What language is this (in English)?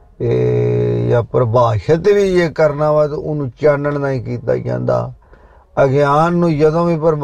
Punjabi